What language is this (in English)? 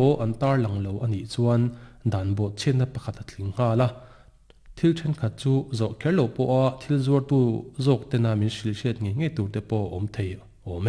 Mizo